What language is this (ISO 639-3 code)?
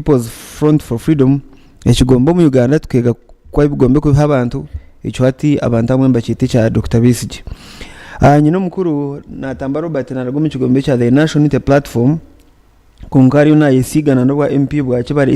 nyn